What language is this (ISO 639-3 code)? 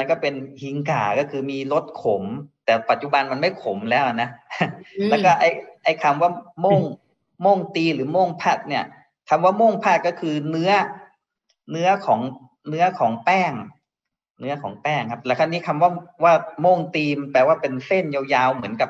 tha